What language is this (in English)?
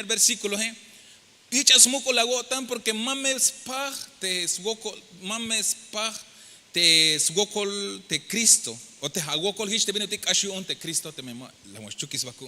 Tzeltal